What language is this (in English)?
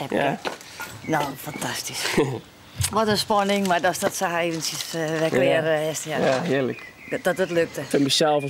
Western Frisian